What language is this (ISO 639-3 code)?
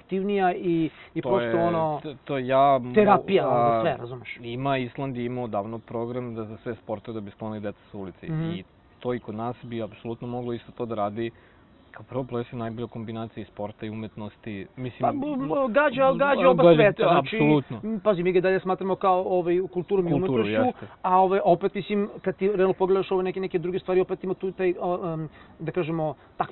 srp